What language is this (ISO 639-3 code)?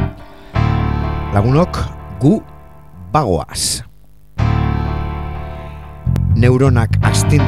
eus